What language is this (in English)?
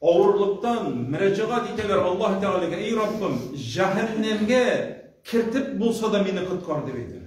Tatar